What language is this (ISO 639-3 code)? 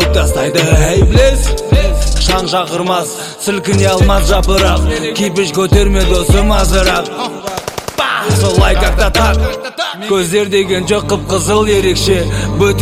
kaz